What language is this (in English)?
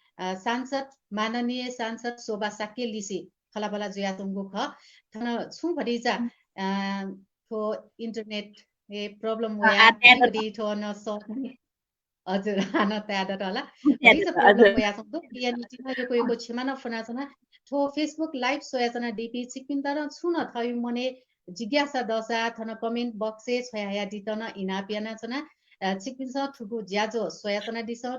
Newari